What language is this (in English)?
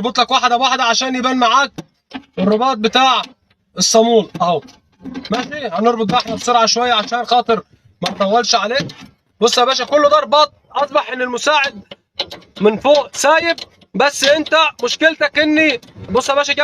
Egyptian Arabic